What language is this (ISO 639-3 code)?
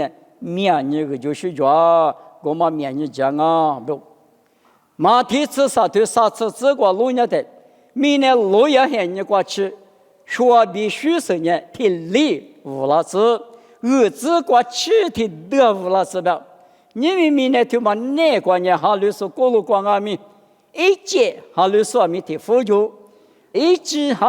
lis